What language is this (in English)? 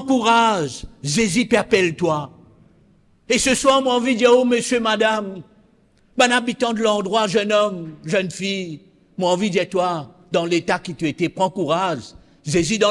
Morisyen